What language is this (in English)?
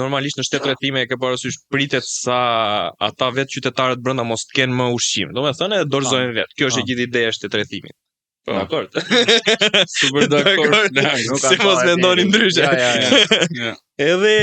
Albanian